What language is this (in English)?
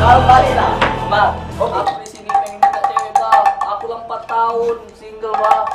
Musi